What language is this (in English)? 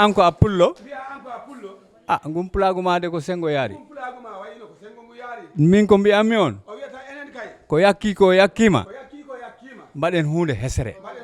Fula